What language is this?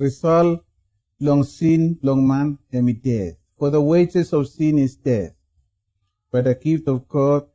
Bislama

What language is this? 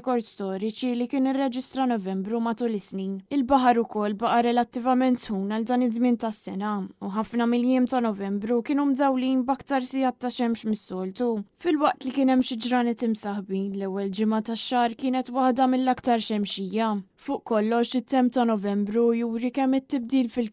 Maltese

